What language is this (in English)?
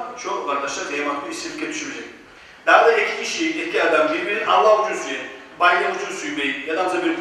Kumyk